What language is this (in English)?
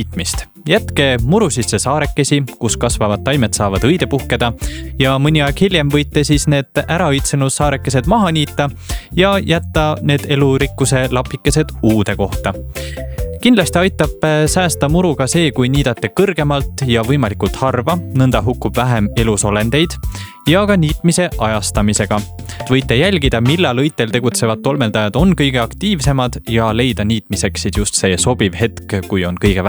Estonian